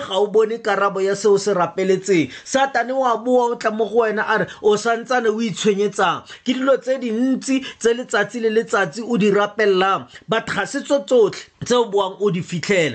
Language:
Tswana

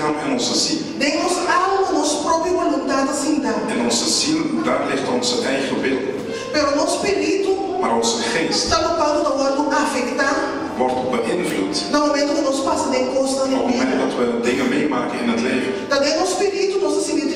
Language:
Papiamento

